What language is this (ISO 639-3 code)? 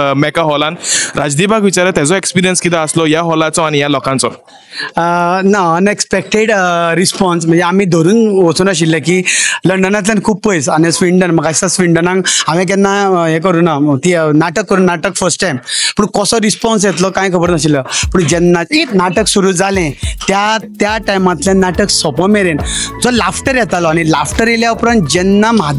kok